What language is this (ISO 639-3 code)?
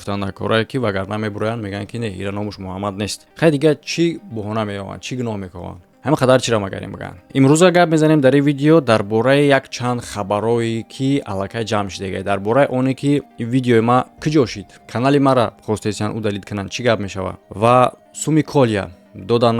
tgk